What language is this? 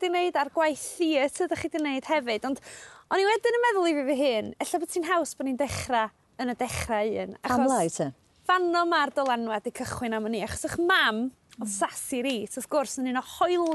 Welsh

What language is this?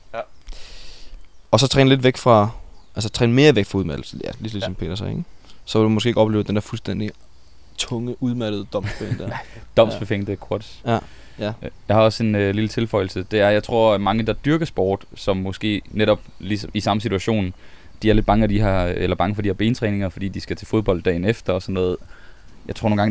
Danish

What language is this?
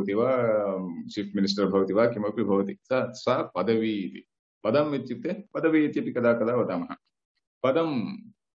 Sanskrit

